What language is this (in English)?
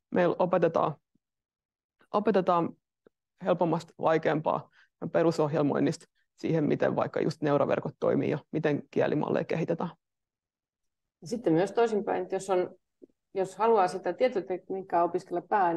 Finnish